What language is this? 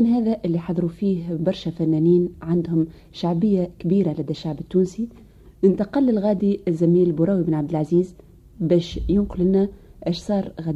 Tunisian Arabic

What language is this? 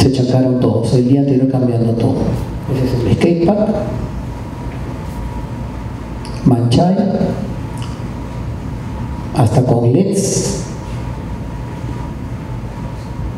Spanish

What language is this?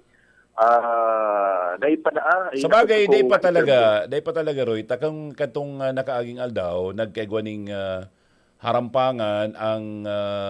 Bikol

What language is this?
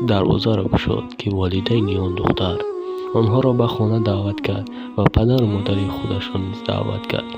Tajik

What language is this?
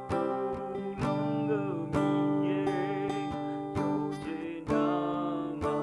Akha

